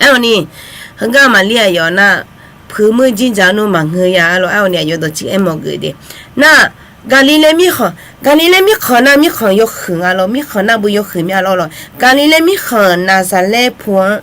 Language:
Akha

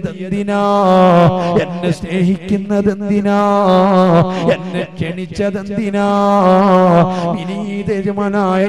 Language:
Malayalam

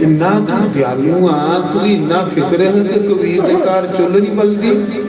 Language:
Dogri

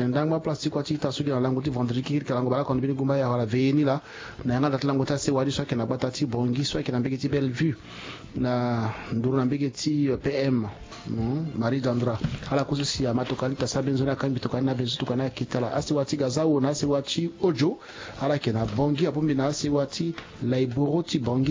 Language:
Sango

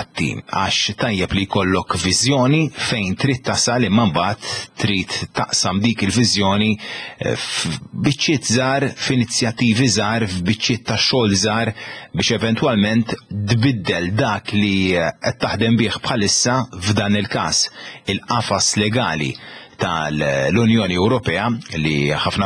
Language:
Maltese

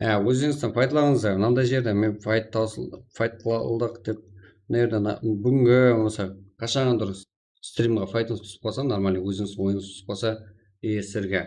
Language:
Kara-Kalpak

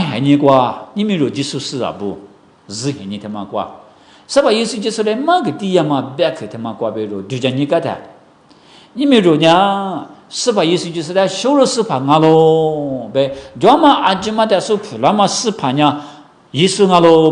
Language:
Lisu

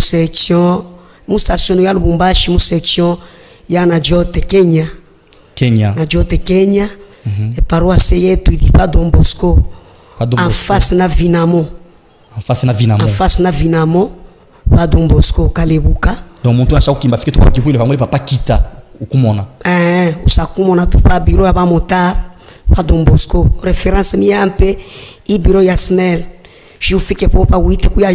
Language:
Luba-Katanga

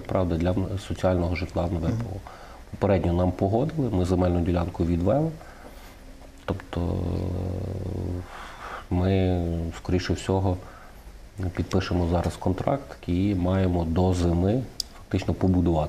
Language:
Ukrainian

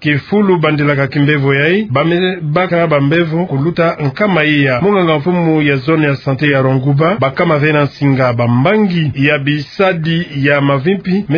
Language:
Kituba (Democratic Republic of Congo)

